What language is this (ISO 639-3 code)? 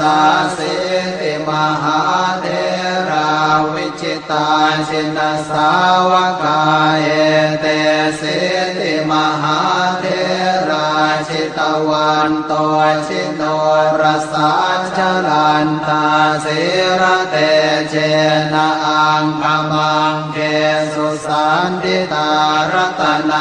pli